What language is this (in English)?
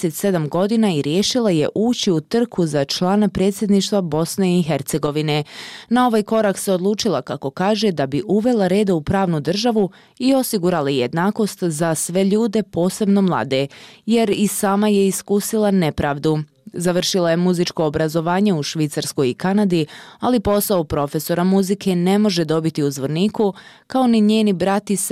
Bosnian